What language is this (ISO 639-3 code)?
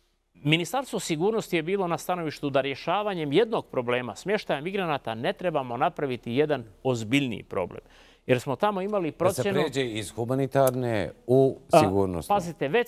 bos